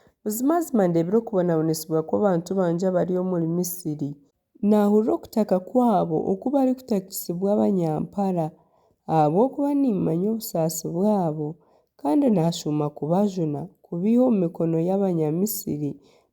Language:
Nyankole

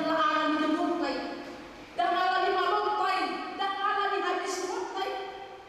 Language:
Batak Toba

